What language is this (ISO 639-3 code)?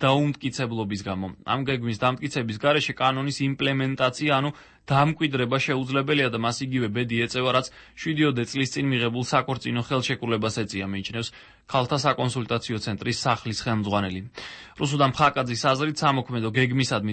kat